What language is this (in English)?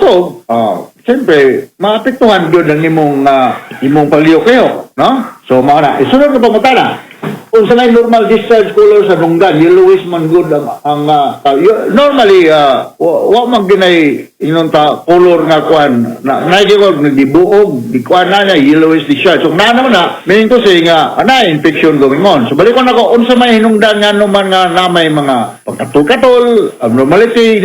Cebuano